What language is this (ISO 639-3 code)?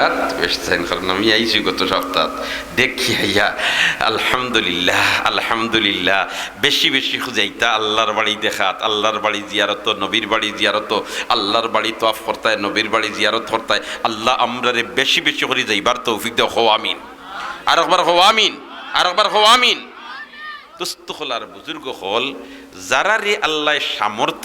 syl